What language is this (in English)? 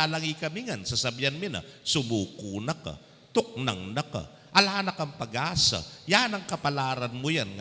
Pampanga